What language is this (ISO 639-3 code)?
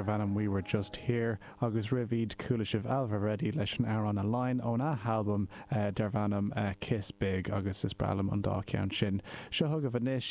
gle